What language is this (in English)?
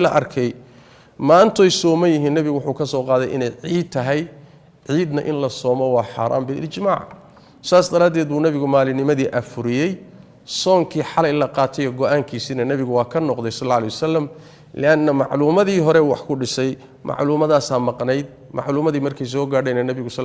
Somali